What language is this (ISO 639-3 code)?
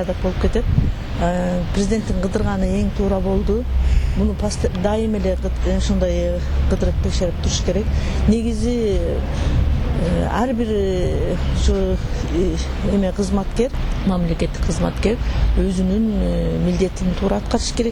kir